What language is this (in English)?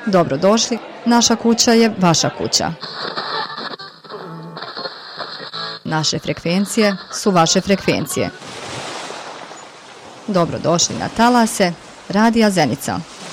Bosnian